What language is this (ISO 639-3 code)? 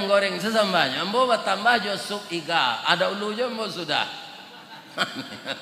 min